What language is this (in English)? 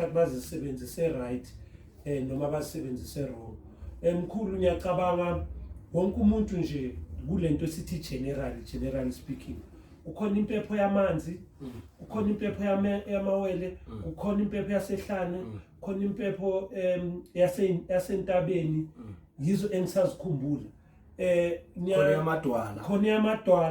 Zulu